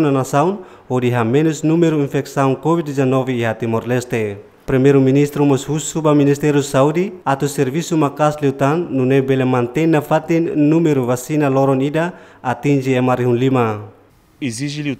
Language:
Tetum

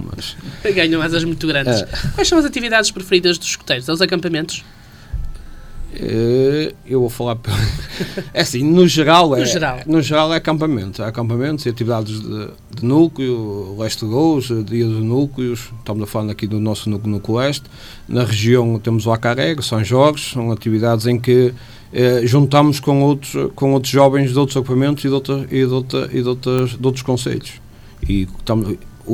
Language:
Portuguese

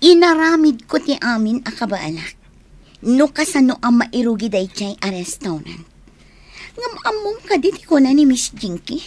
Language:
Iloko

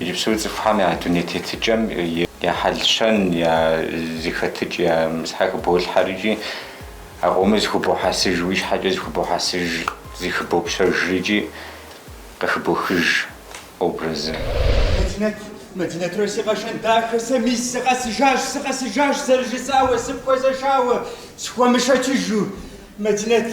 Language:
Kabardian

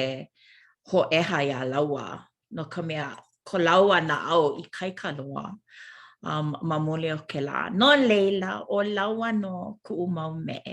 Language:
Hawaiian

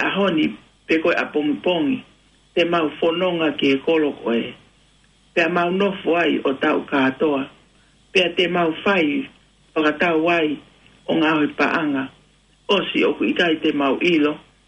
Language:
Tongan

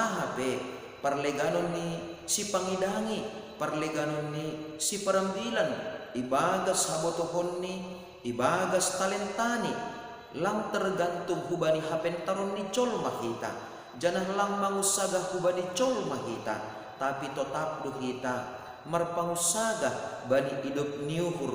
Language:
Batak Simalungun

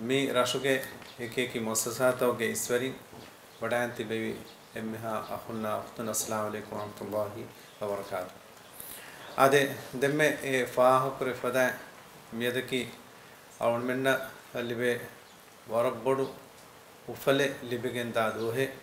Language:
Divehi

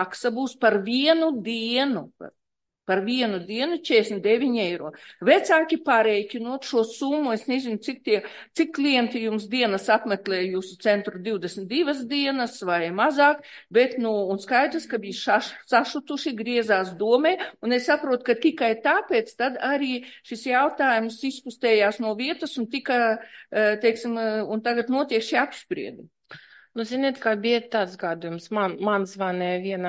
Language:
Latvian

